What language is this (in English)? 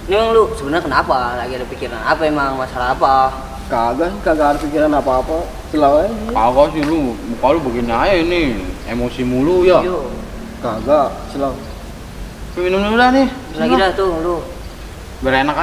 Betawi